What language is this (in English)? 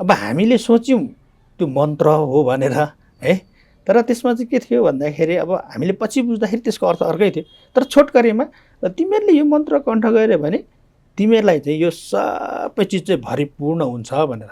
Nepali